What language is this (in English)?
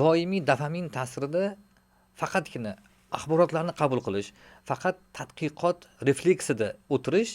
Uzbek